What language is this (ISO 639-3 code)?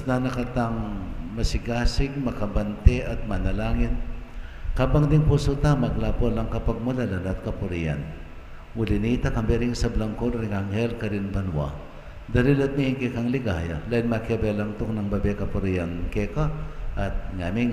pam